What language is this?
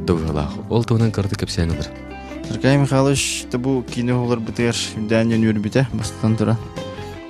Yakut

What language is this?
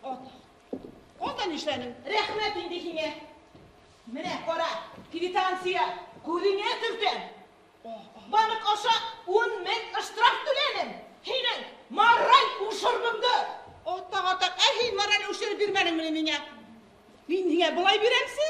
Bashkir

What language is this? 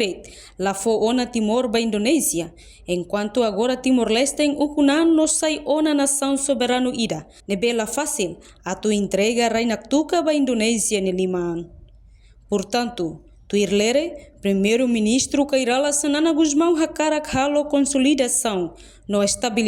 Tetum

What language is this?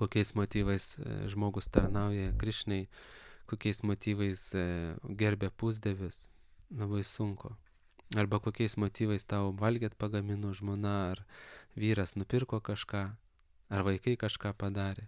Lithuanian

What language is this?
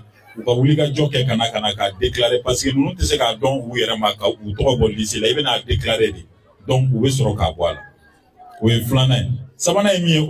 Bambara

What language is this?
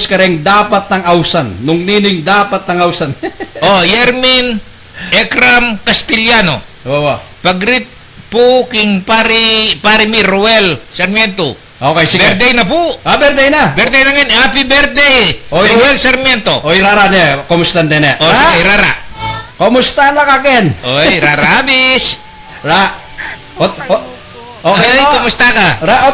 Pampanga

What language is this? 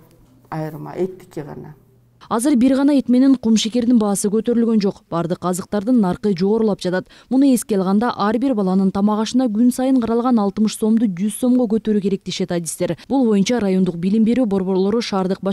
Kyrgyz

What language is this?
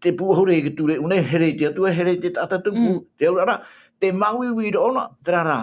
Tahitian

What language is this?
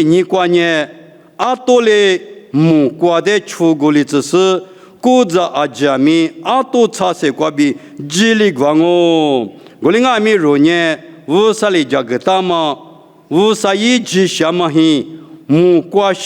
Lisu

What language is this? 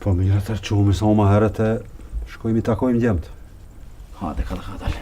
Albanian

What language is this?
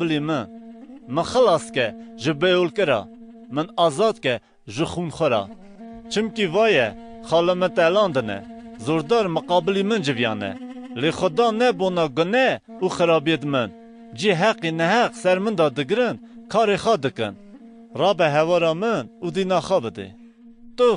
Kurdish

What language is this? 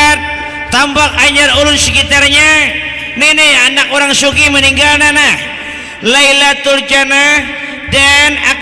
Banjar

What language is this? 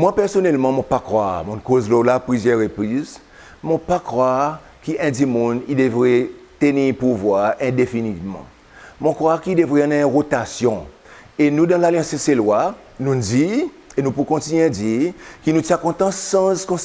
Seselwa Creole French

